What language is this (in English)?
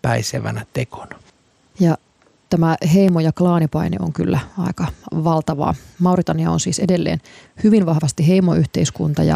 Finnish